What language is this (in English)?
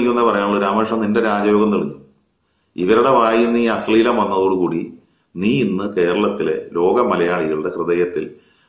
Malayalam